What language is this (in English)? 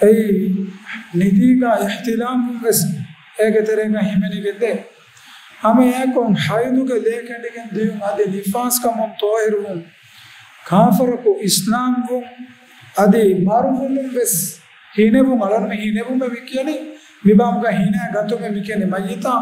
Divehi